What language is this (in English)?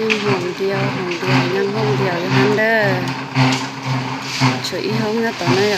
Lao